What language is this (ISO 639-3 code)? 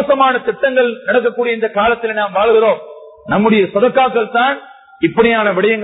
tam